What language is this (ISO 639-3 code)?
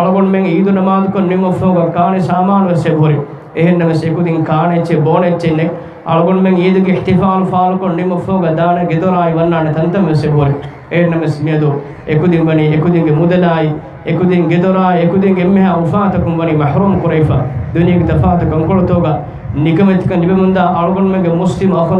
div